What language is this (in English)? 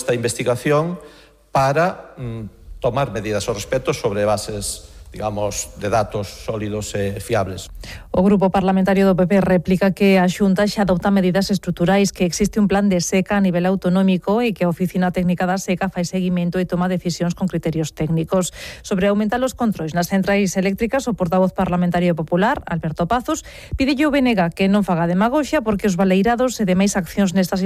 Galician